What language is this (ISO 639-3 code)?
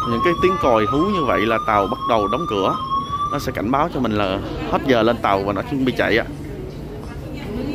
vie